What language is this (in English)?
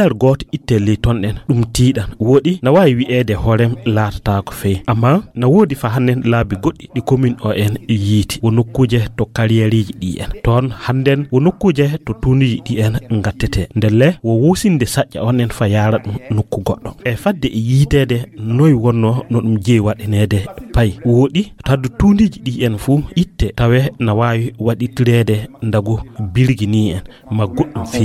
Fula